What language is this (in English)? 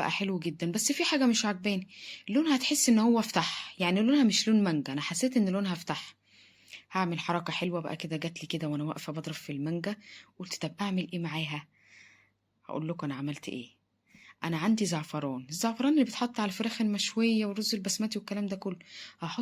Egyptian Arabic